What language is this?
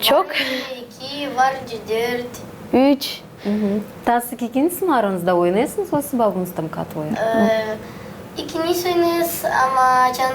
Gagauz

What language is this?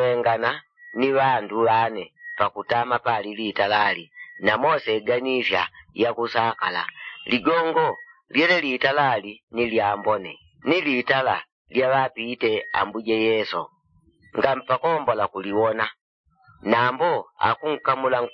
Yao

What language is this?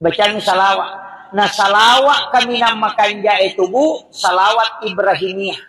Buginese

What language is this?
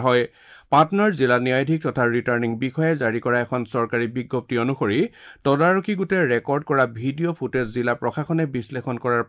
Assamese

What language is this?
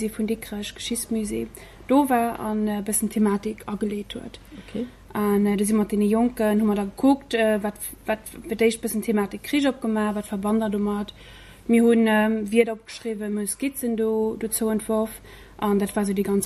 Luxembourgish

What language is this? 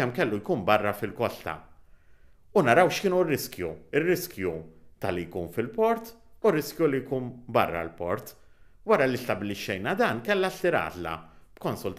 Maltese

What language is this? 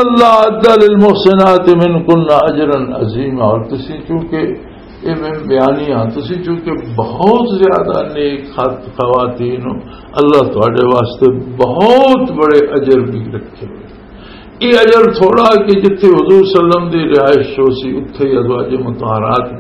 Western Panjabi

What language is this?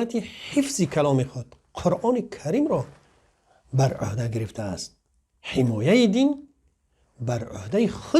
Tajik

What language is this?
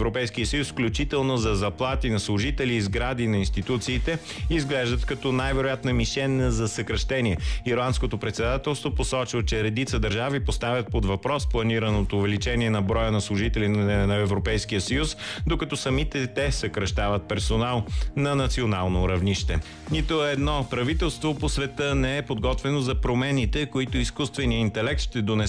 Bulgarian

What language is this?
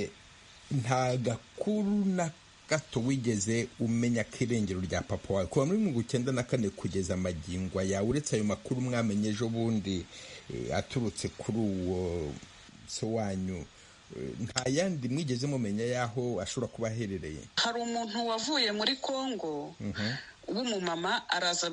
Kinyarwanda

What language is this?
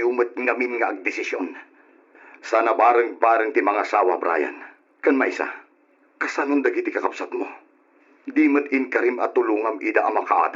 Iloko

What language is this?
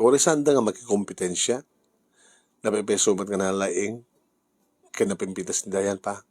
Iloko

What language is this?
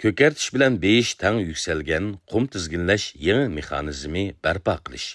Uyghur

